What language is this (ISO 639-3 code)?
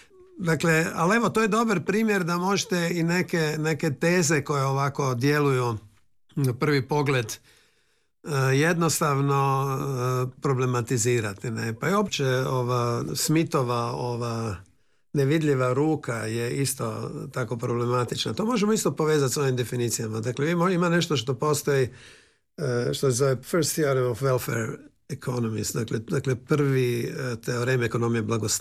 hrv